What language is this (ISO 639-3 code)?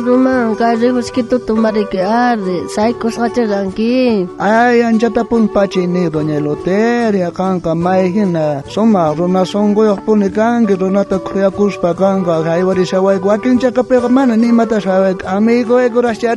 quh